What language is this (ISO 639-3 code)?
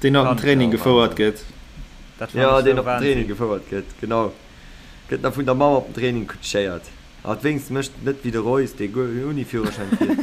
ltz